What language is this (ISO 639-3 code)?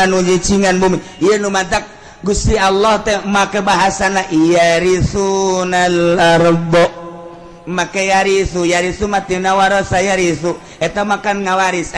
sun